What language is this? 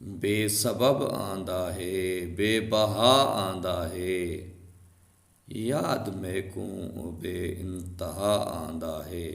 Saraiki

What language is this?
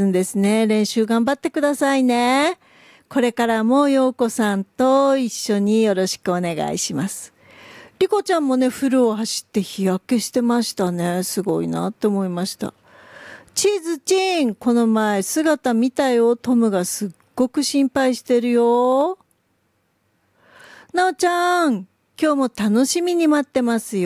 Japanese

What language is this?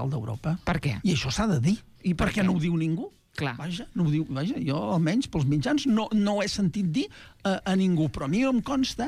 Catalan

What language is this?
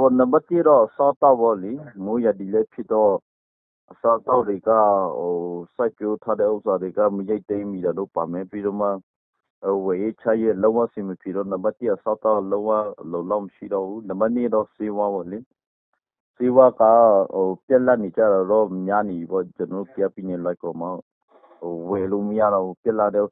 Burmese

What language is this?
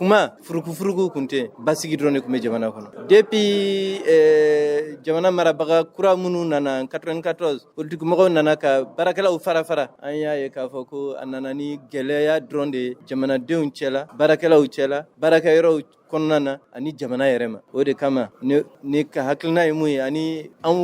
Bambara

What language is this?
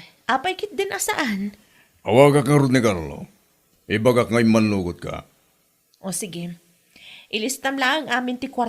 Iloko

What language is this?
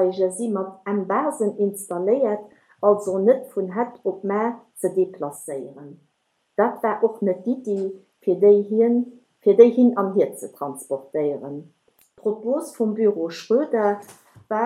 Luxembourgish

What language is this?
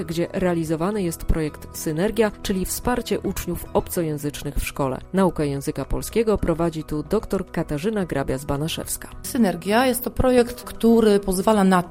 Polish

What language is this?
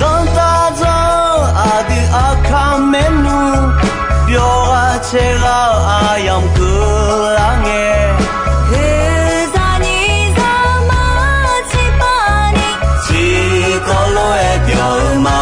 Akha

